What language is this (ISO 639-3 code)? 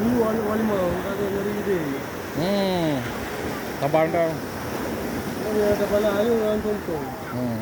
ace